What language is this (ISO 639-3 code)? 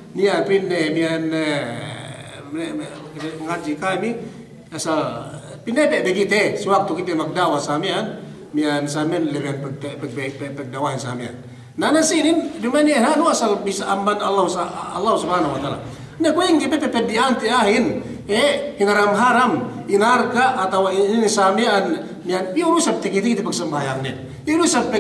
yka